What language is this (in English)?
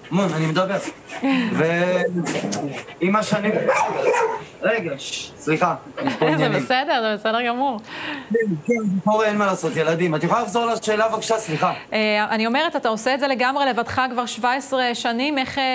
Hebrew